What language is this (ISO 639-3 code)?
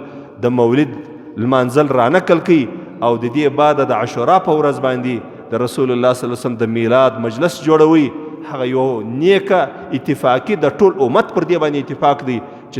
pus